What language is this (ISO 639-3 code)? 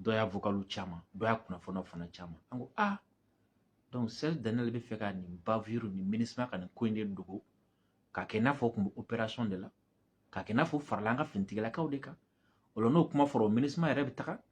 bam